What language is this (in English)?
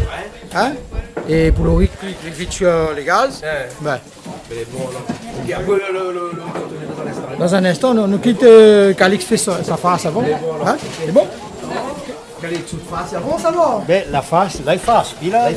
Réunion Creole French